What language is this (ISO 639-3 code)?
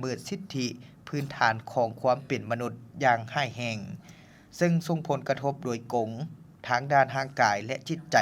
lao